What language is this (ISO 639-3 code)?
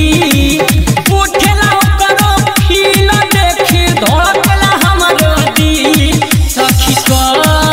bho